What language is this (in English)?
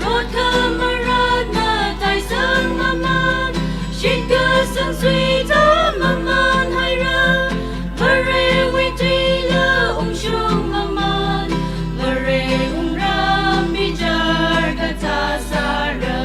Tangkhul Naga (India)